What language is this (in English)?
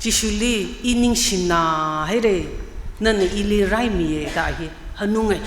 Tangkhul Naga (India)